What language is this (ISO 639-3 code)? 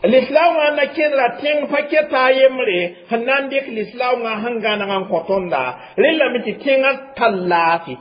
mos